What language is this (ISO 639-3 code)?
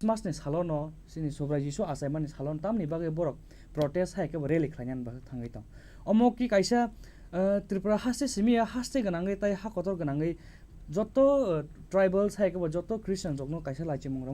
trp